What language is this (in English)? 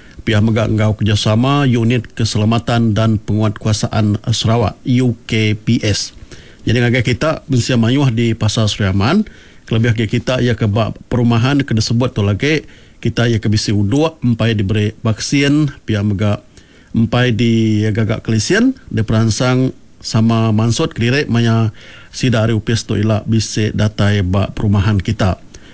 Iban